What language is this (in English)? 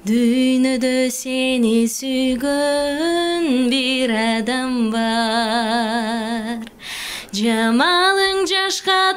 Kyrgyz